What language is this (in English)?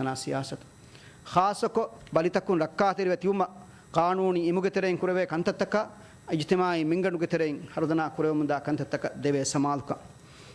Divehi